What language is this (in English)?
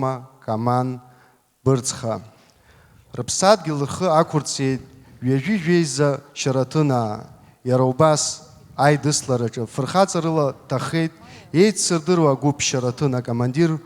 Abkhazian